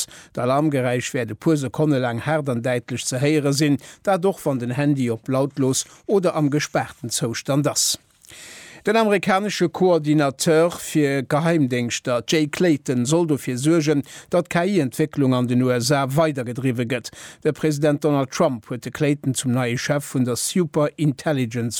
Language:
Luxembourgish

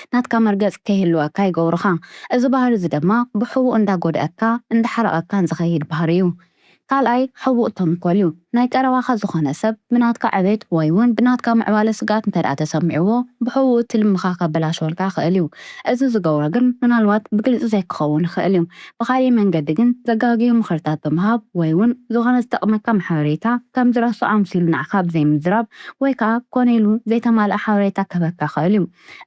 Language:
Tigrinya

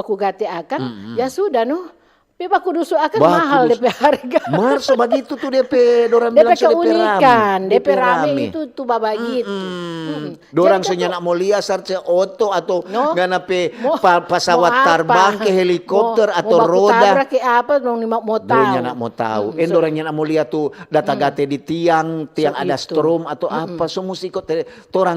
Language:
Manado Malay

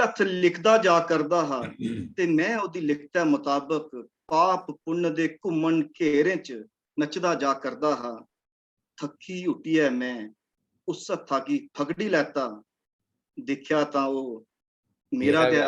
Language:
Dogri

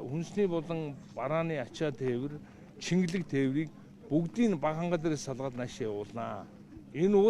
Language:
Mongolian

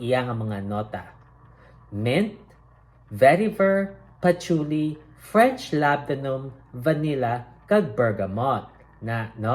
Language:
Hiligaynon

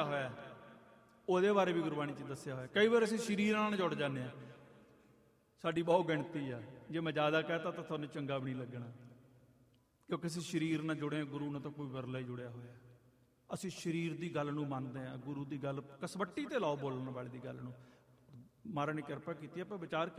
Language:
Punjabi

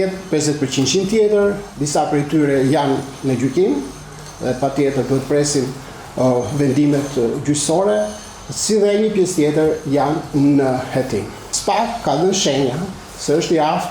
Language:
Albanian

